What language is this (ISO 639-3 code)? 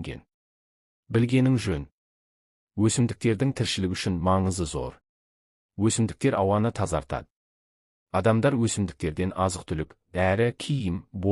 kaz